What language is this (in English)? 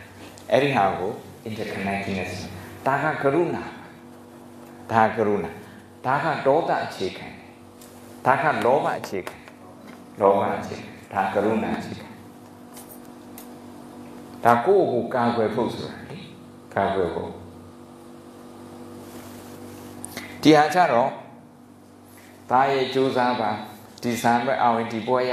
Burmese